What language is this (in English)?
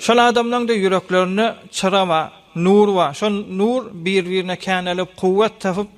Turkmen